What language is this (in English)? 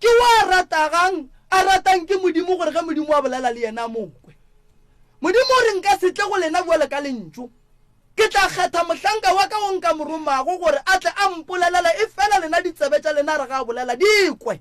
Northern Sotho